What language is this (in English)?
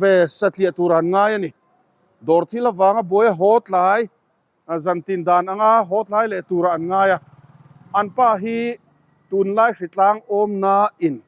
Mizo